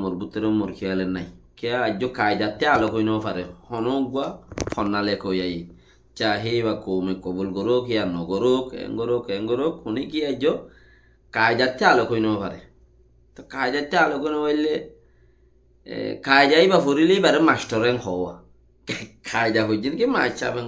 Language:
Rohingya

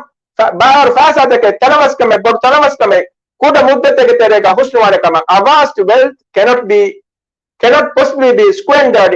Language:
Divehi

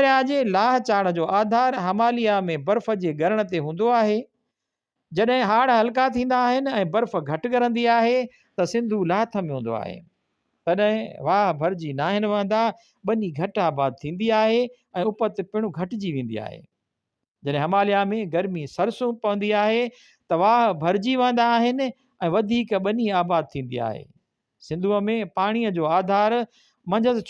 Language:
Sindhi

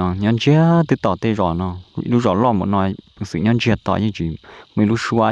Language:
Hmong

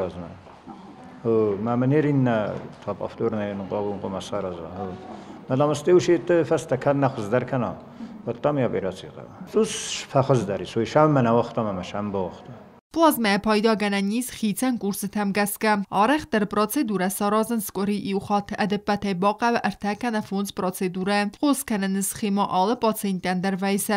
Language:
Ossetic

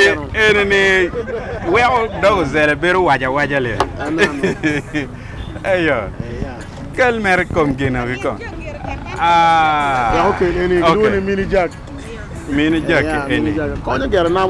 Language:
Acoli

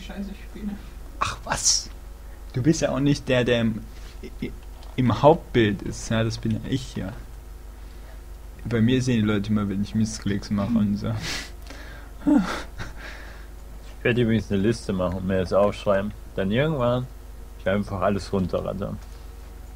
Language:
German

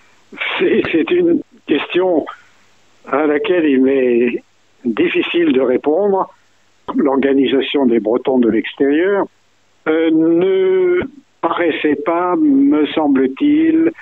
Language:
French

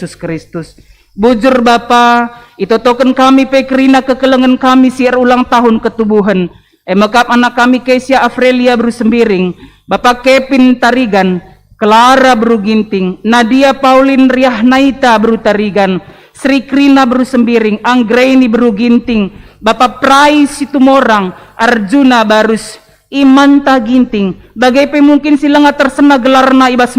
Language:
Batak Karo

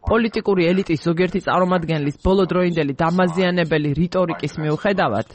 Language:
Georgian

